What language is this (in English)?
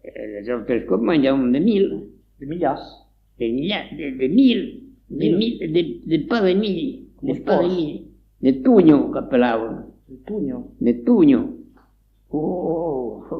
Occitan